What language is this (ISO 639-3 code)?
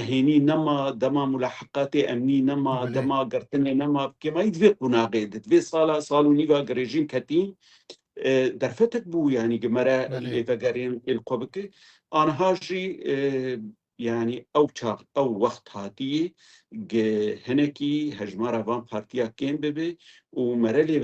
kur